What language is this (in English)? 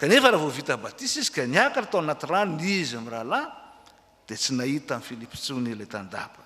Malagasy